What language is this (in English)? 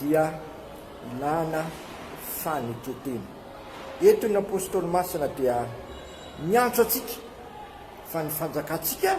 Malagasy